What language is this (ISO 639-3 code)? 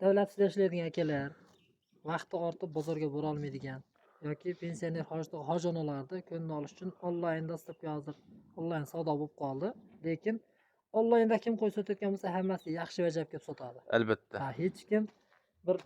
uzb